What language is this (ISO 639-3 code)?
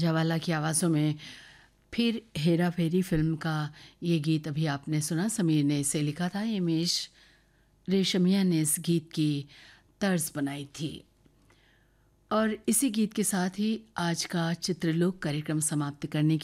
hin